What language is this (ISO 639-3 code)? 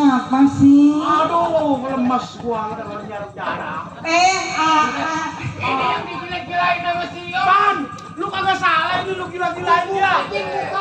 bew